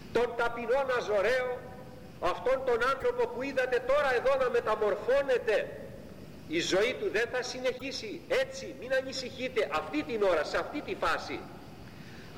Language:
Greek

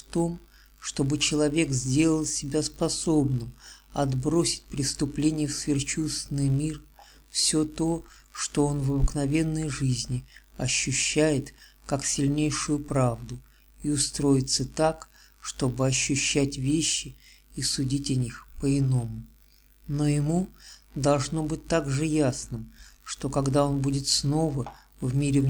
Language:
Russian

